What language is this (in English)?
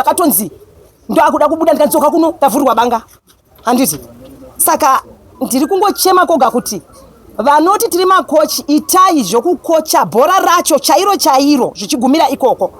Shona